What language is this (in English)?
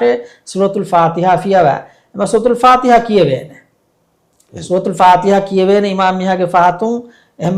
Divehi